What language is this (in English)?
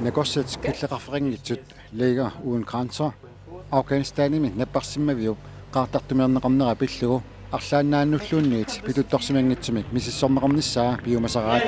Kalaallisut